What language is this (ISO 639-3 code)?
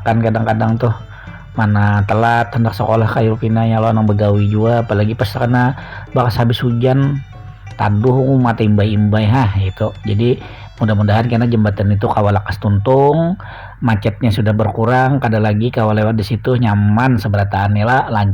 bjn